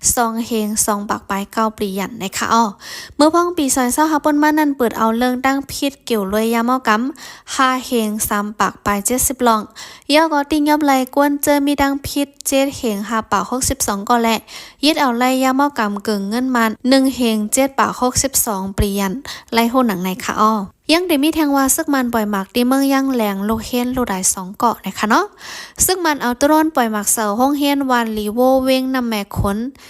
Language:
Shan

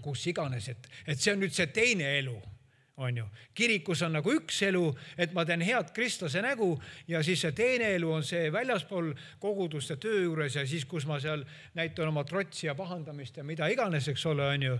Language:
Estonian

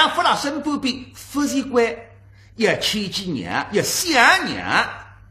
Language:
Wu Chinese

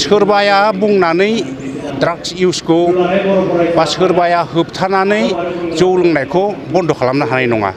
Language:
Bodo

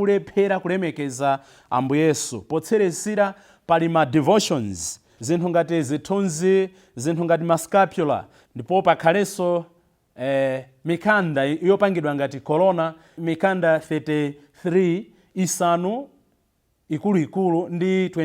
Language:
Nyanja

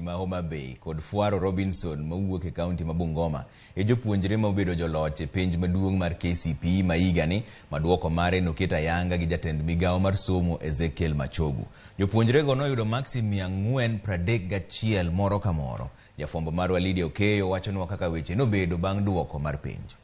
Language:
Luo (Kenya and Tanzania)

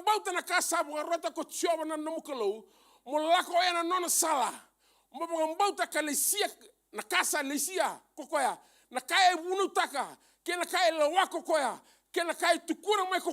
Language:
Fijian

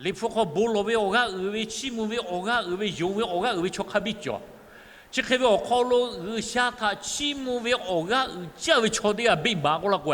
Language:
Lahu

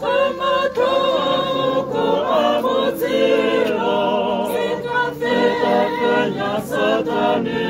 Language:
Tswana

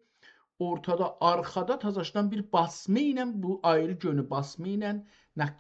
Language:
South Azerbaijani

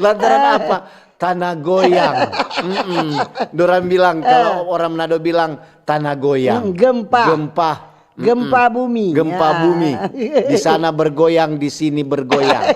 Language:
Manado Malay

